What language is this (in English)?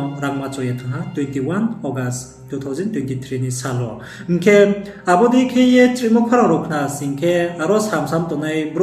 Riang (India)